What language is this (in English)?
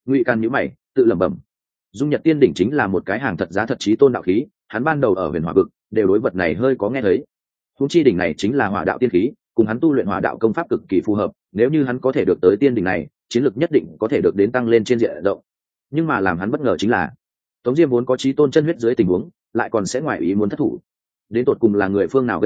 Vietnamese